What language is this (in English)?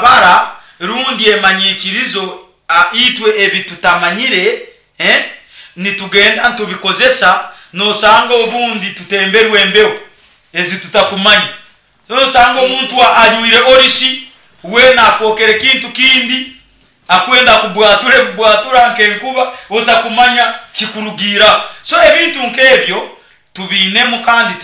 Nyoro